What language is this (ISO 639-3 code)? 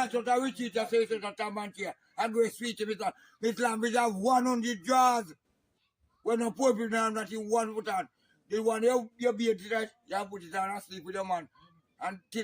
jam